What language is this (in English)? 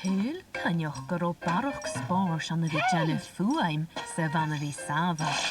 Scottish Gaelic